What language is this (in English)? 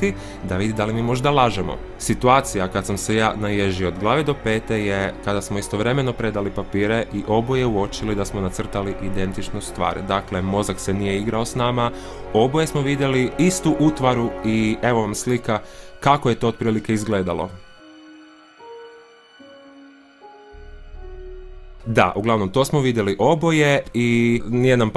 Croatian